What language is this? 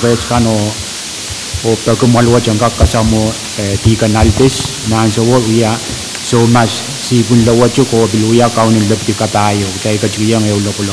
Pohnpeian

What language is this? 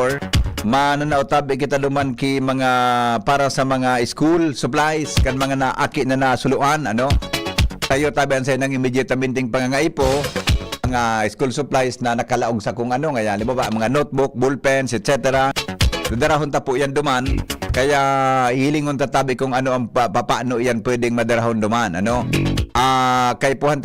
Bikol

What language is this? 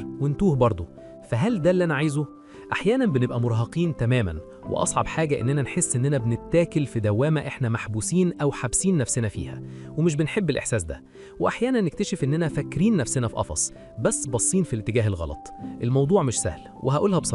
Egyptian Arabic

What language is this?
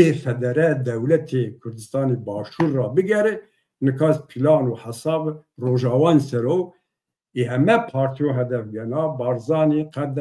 Zaza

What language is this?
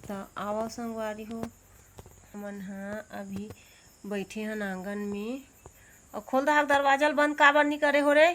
Chhattisgarhi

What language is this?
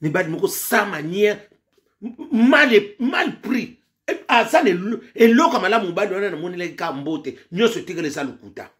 Lingala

